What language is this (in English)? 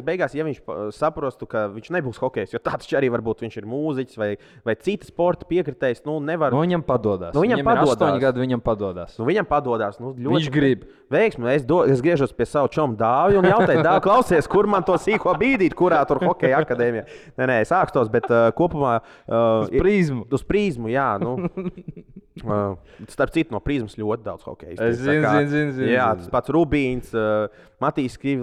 Latvian